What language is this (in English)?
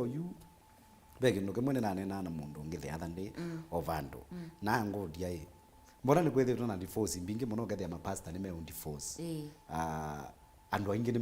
Kamba